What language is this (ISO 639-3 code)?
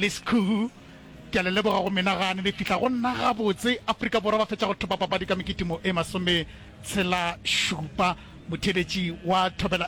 nso